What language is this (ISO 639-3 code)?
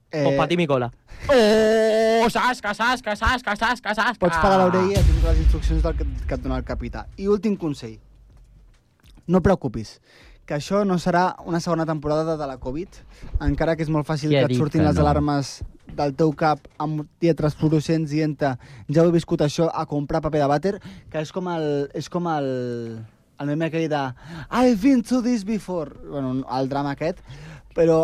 cat